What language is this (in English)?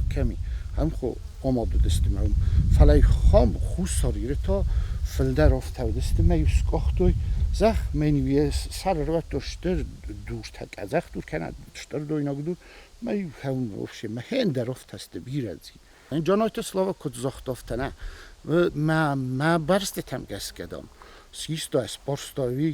Ossetic